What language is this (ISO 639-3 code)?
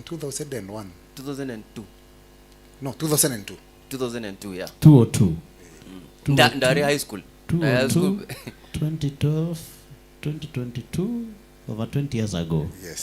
mer